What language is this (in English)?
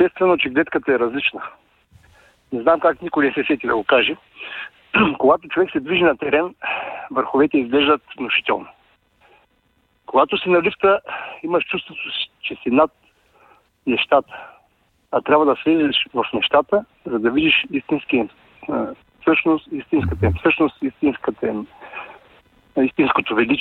Bulgarian